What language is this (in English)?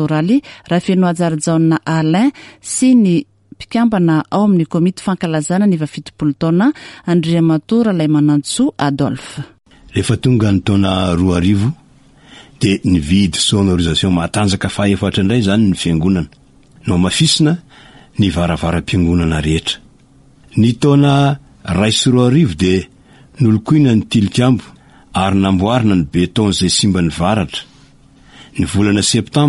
Malagasy